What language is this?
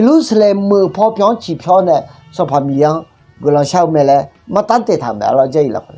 Akha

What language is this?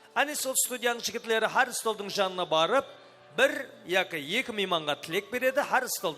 Kara-Kalpak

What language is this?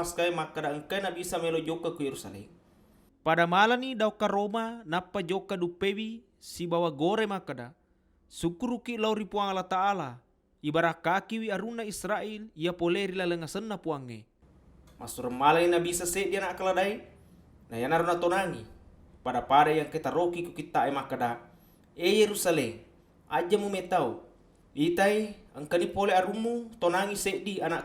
Buginese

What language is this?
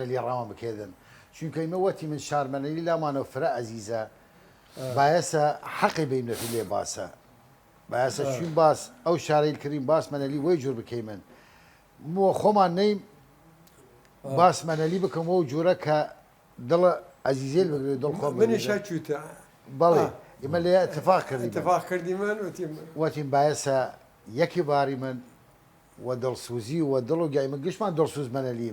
Southern Kurdish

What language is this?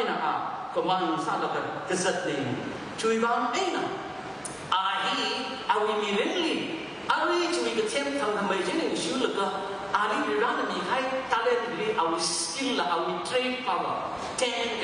Tangkhul Naga (India)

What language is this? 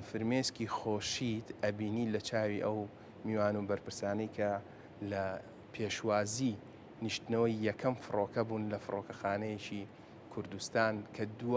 Central Kurdish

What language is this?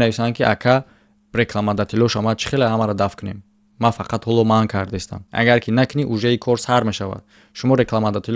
Tajik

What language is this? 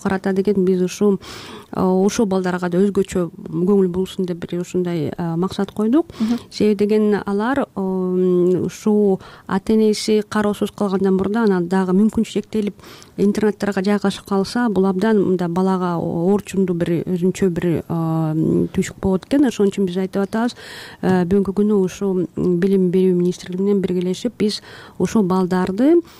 Kyrgyz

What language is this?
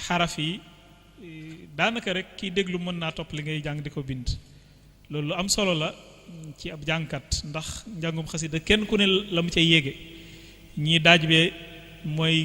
Wolof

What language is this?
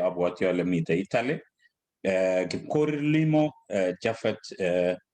Kalenjin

